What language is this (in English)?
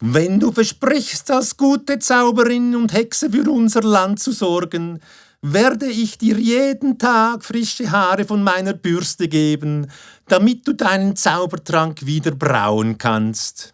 Swiss German